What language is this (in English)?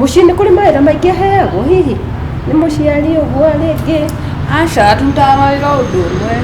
Kikuyu